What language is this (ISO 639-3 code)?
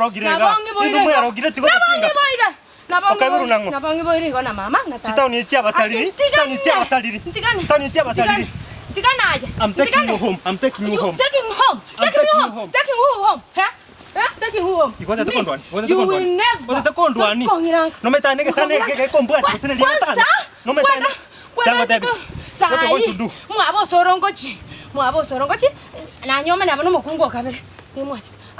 guz